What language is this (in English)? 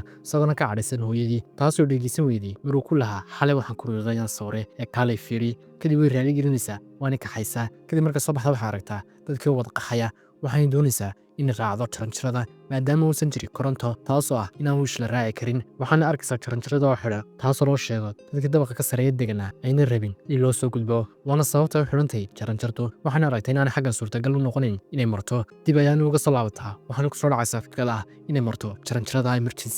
Somali